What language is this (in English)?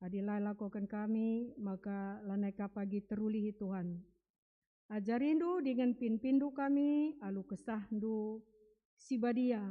Batak Karo